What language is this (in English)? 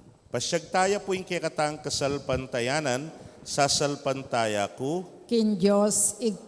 Pampanga